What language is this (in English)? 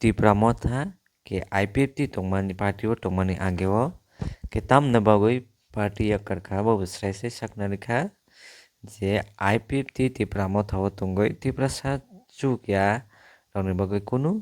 Kok Borok